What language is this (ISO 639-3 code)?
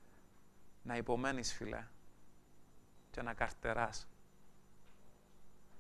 ell